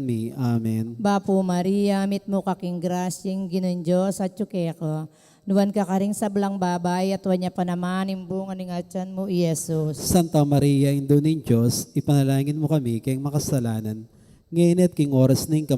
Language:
Pampanga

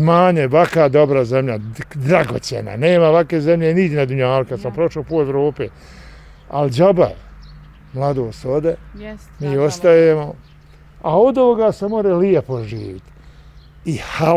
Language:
Bosnian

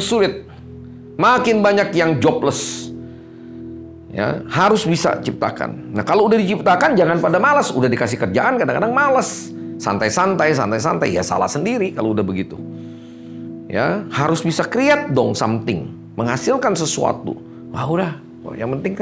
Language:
Indonesian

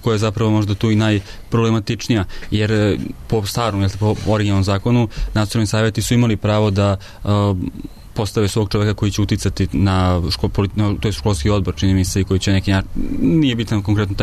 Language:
Serbian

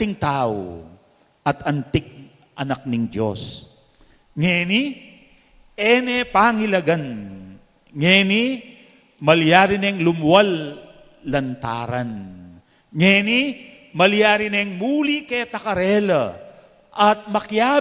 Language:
Pampanga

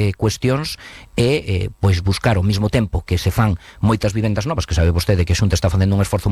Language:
Galician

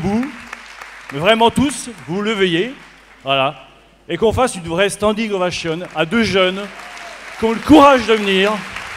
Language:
French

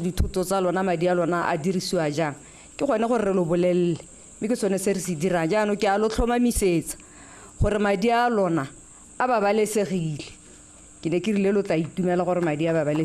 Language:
Tswana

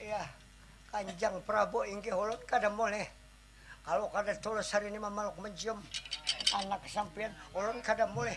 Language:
Banjar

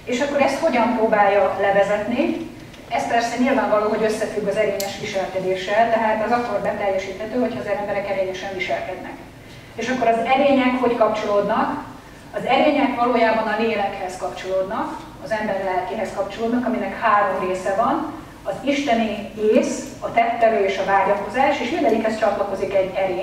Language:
Hungarian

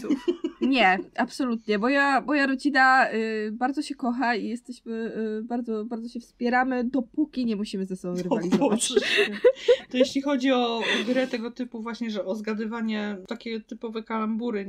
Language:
Polish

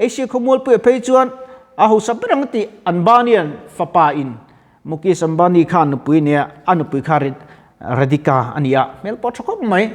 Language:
Mizo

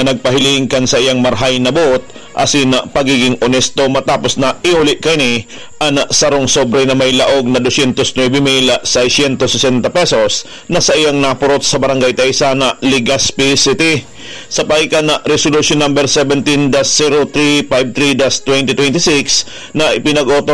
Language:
Bikol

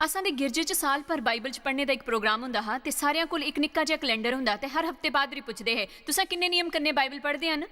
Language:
Dogri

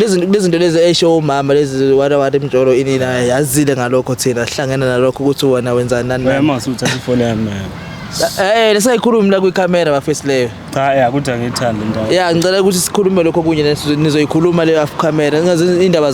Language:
Zulu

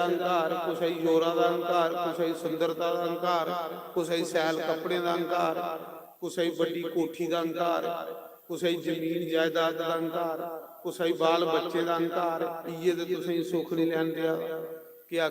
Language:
Dogri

